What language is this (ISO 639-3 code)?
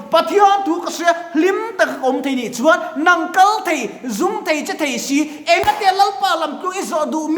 lus